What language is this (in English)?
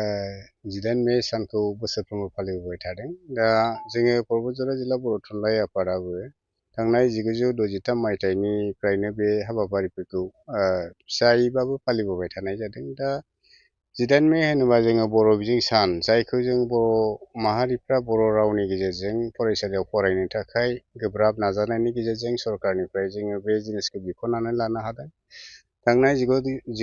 Bodo